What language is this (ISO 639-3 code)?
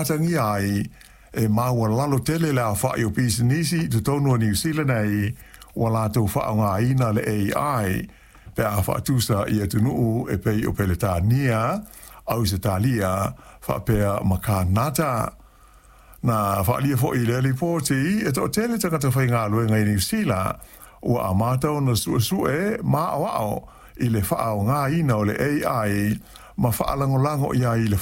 smo